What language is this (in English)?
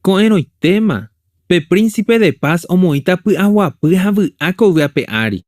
Guarani